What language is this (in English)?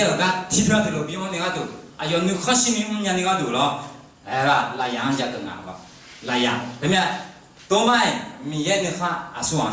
Akha